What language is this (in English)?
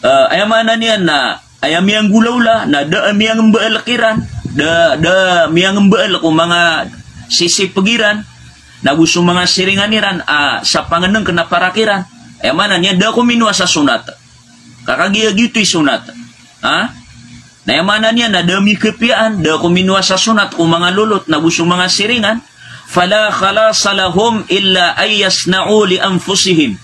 Maranao